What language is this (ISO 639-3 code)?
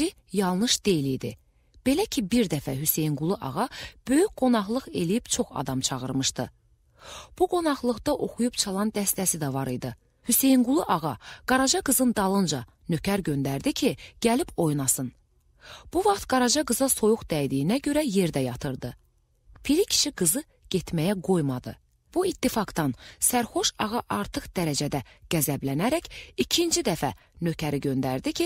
aze